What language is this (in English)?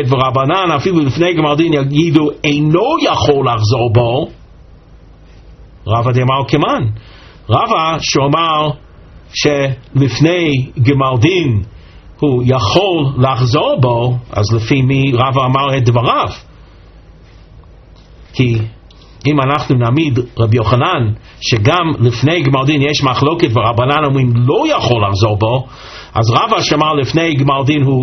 Hebrew